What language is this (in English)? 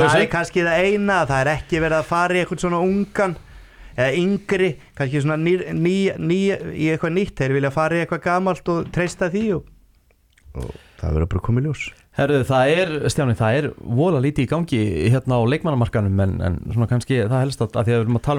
Icelandic